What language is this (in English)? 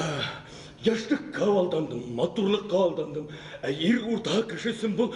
Bashkir